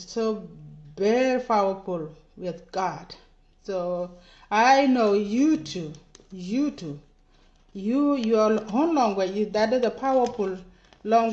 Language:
Nuer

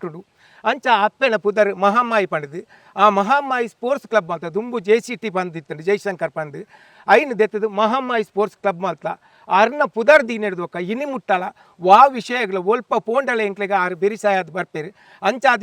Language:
Tulu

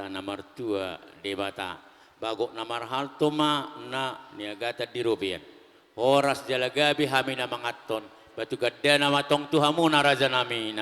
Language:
Batak Toba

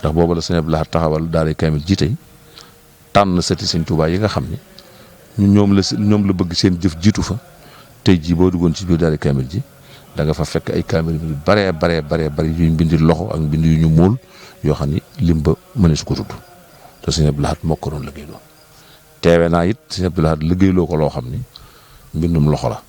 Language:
Wolof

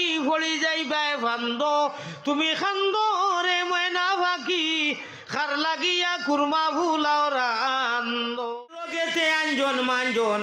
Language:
Sylheti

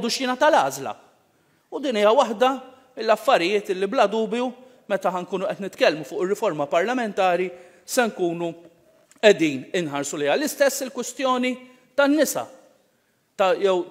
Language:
Maltese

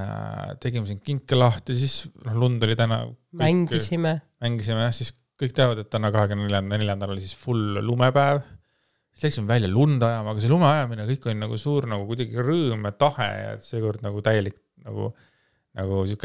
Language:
Estonian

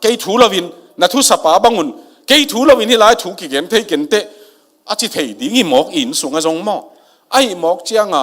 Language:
Tedim Chin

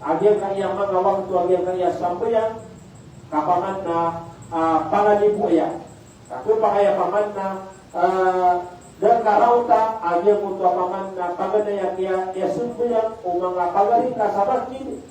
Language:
Maranao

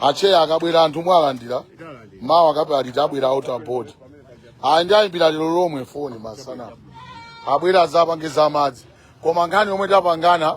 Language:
Nyanja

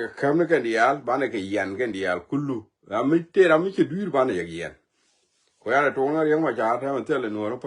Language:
Nuer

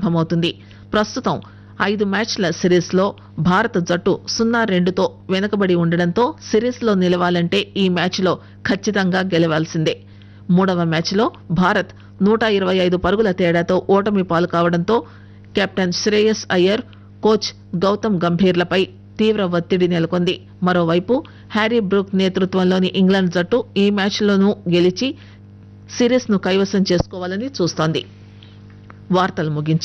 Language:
Telugu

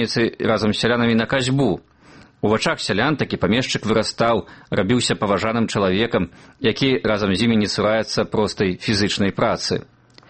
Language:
Belarusian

